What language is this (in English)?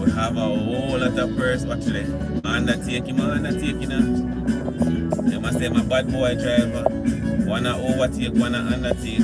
Jamaican Creole English